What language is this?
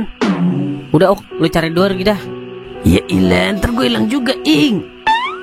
Betawi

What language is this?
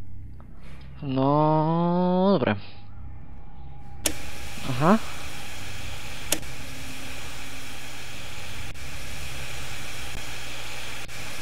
Slovak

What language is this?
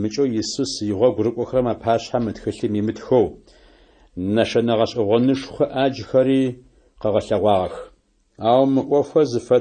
Adyghe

